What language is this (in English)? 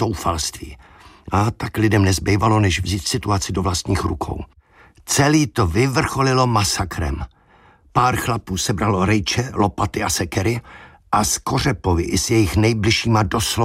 Czech